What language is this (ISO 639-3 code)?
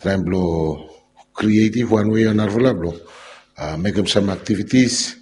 bis